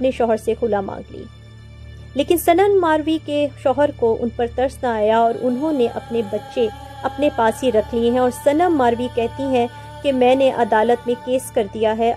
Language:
Urdu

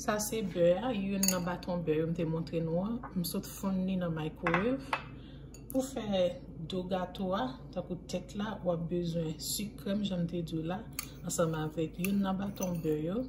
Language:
Haitian Creole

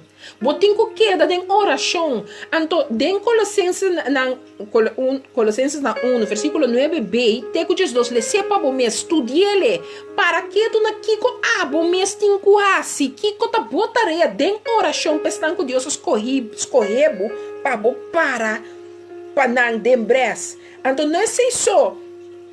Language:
Papiamento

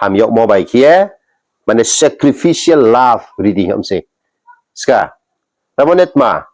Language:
Riang (India)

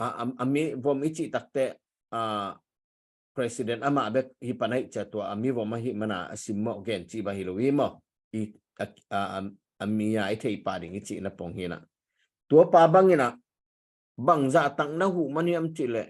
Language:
Tedim Chin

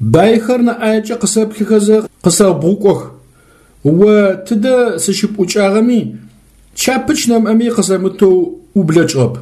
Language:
Adyghe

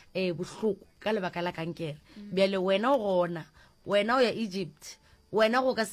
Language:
Northern Sotho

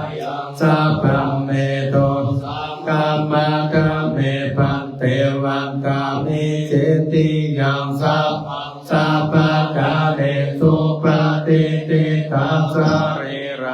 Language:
Pali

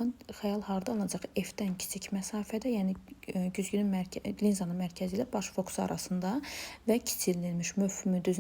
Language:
Azerbaijani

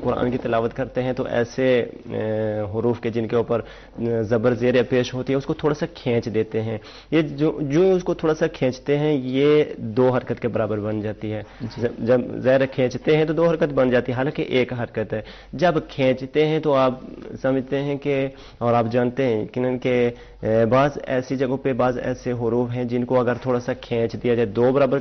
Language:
Urdu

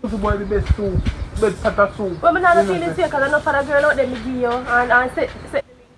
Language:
Jamaican Creole English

